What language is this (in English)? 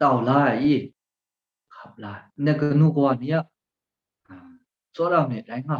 Kachin